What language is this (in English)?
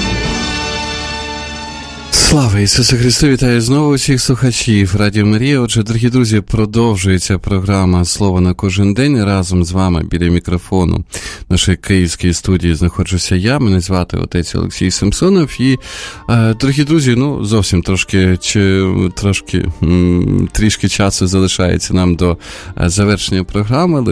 Ukrainian